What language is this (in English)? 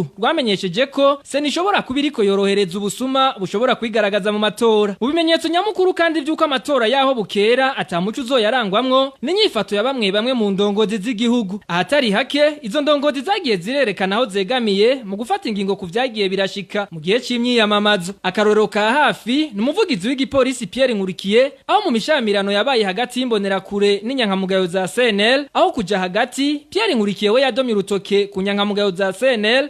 Rundi